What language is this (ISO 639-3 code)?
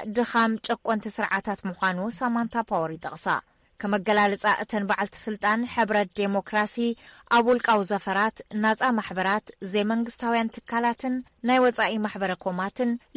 tir